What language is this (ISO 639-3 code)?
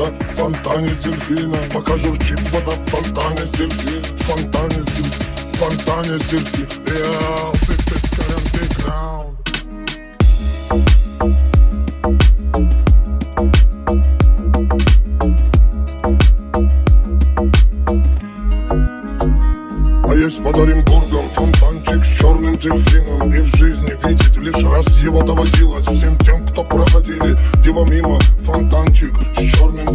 rus